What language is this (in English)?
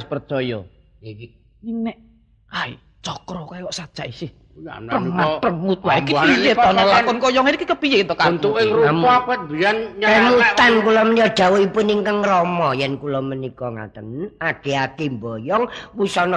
Javanese